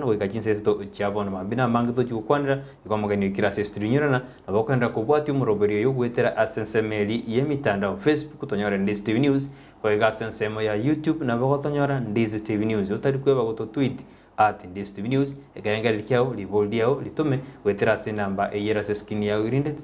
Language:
Gusii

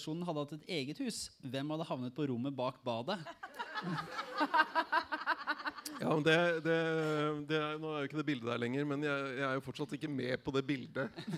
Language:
Norwegian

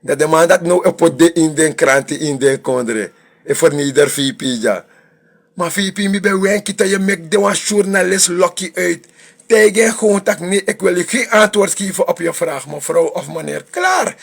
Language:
Sranan Tongo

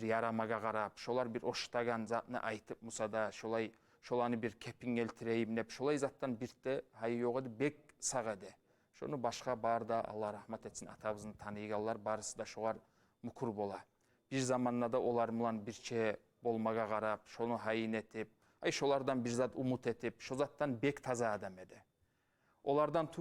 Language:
Kumyk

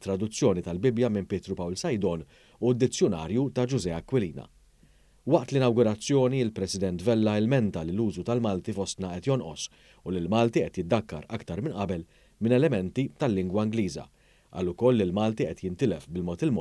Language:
Maltese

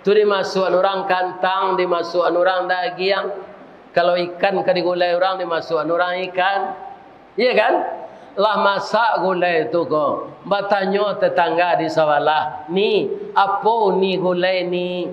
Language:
Minangkabau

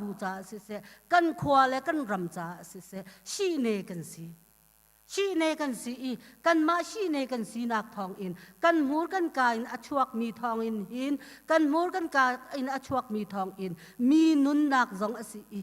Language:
Hakha Chin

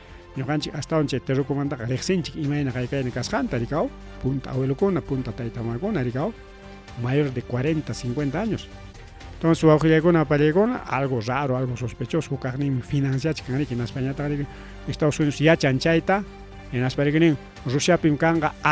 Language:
Ayacucho Quechua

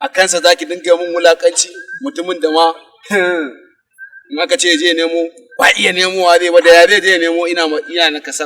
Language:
Hausa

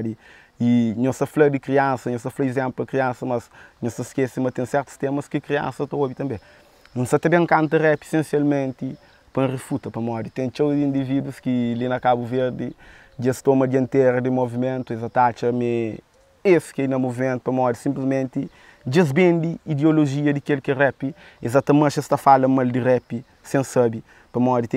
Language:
Kabuverdianu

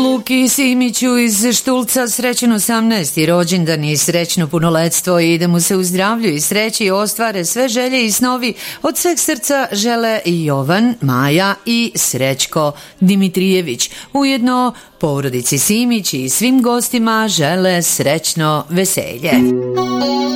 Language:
Serbian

